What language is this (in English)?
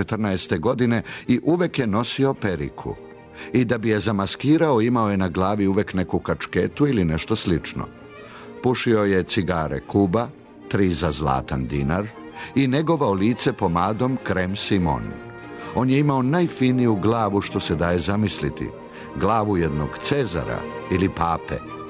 Serbian